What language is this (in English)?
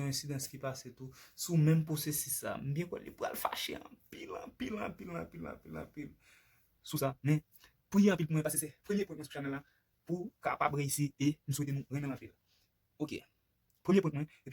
Haitian Creole